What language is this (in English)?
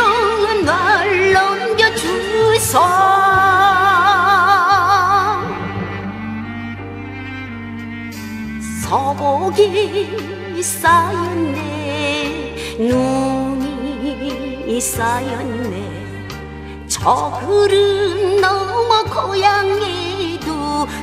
Korean